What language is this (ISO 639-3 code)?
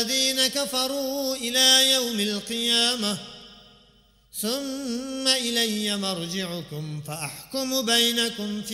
ara